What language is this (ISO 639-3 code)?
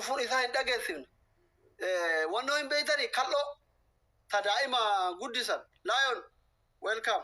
orm